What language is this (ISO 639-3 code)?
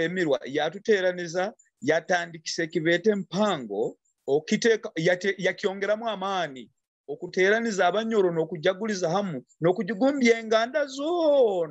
nyo